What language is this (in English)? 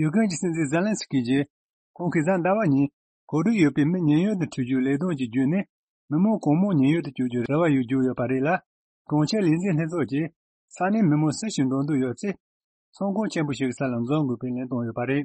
Tibetan